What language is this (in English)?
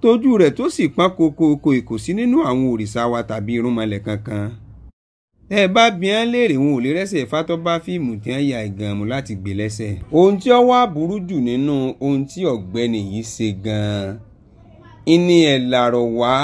Yoruba